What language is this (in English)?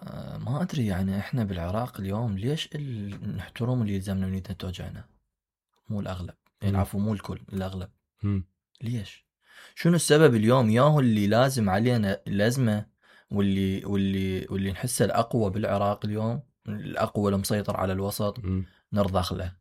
Mesopotamian Arabic